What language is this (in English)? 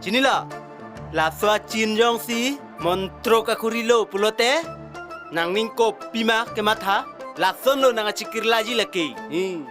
Karbi